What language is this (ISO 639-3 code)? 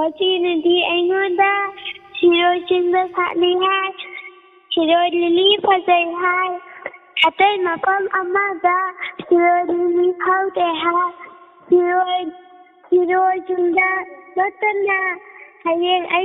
mni